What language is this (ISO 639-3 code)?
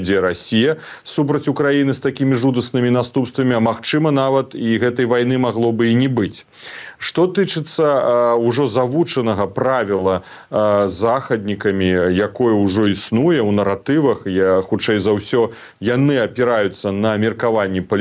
bel